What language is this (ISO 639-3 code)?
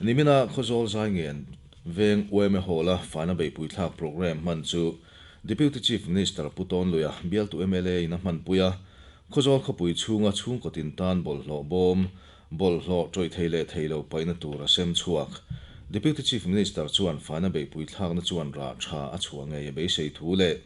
lus